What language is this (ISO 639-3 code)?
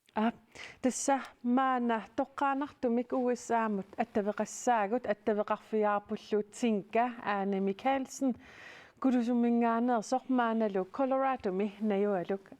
kal